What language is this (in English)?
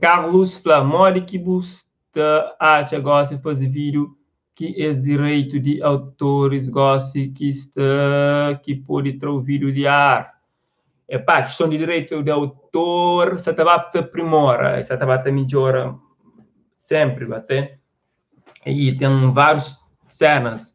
Kabuverdianu